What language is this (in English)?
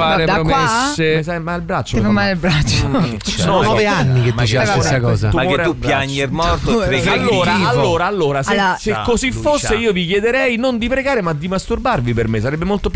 Italian